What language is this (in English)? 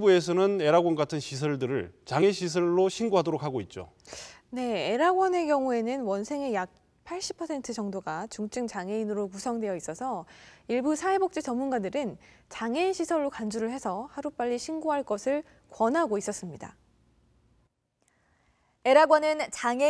Korean